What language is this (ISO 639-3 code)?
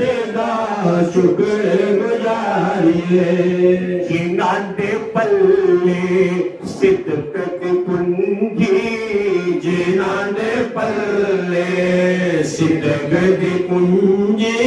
doi